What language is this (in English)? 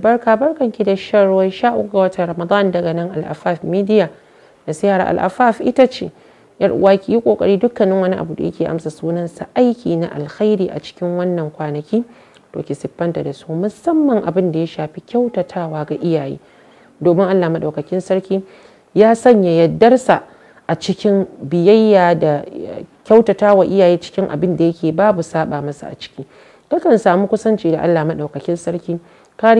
Hausa